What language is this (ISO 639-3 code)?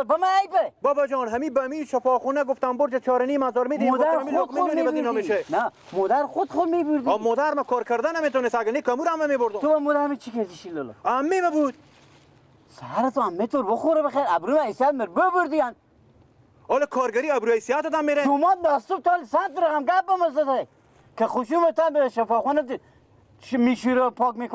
fas